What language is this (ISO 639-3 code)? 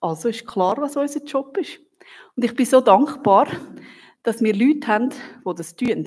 gsw